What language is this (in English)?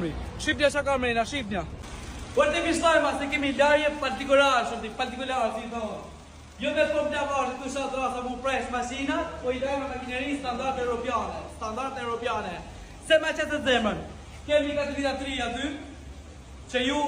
Albanian